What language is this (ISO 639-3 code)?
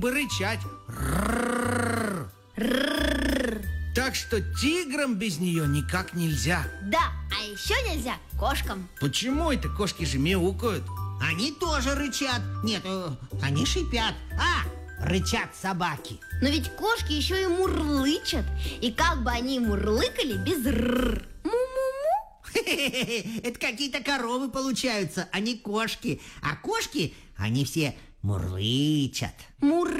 rus